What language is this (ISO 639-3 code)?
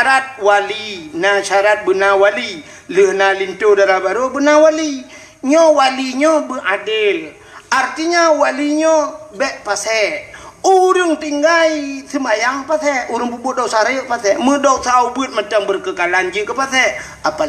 ace